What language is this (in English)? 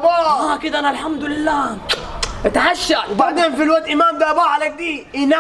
Egyptian Arabic